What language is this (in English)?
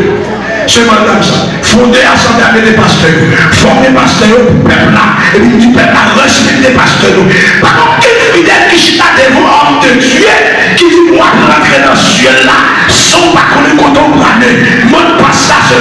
Haitian Creole